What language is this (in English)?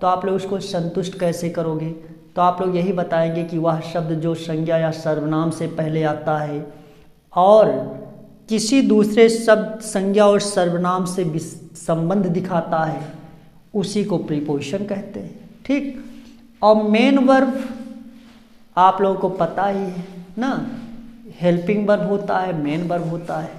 Hindi